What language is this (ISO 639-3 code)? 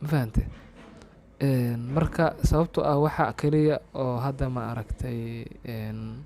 som